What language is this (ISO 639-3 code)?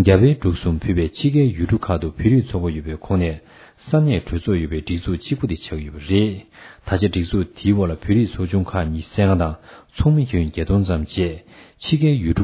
bod